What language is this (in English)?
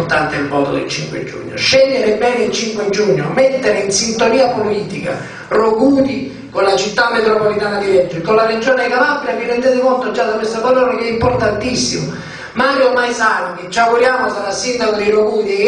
Italian